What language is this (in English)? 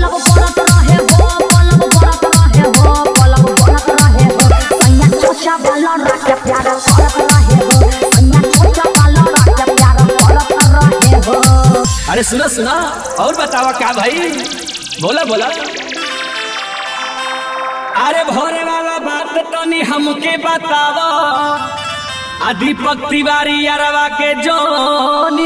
Bhojpuri